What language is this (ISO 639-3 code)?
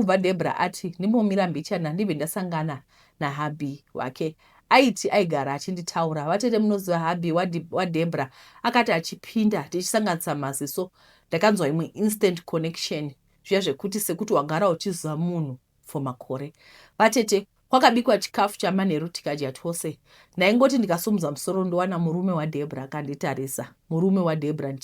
sna